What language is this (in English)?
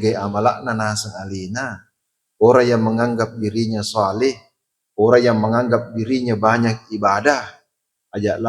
Buginese